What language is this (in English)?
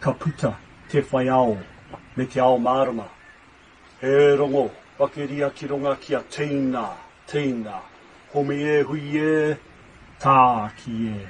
Māori